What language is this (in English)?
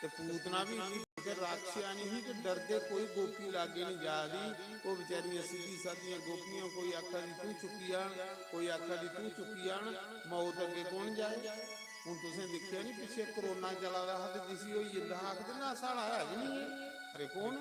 Dogri